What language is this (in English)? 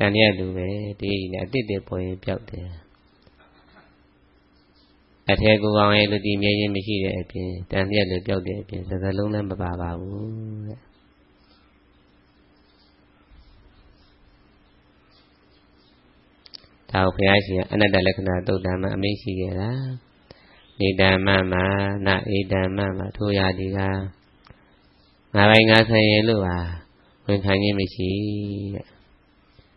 Burmese